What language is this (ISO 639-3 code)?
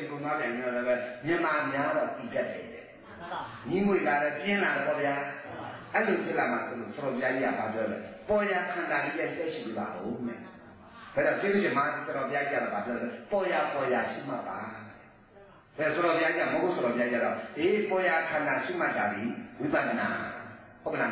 mya